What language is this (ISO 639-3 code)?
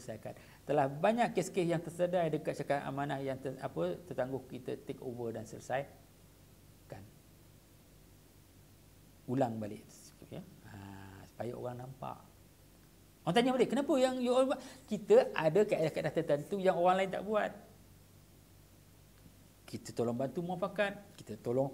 msa